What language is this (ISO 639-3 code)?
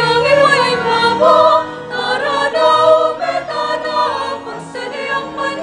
pam